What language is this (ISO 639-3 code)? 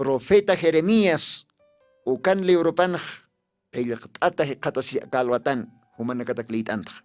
aym